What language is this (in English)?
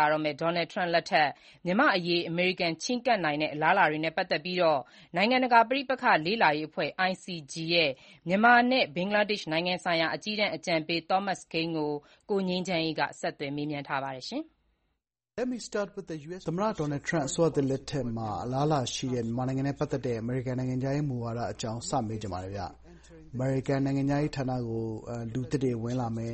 Burmese